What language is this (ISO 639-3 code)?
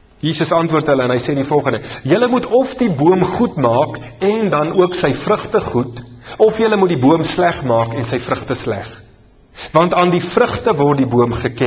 afr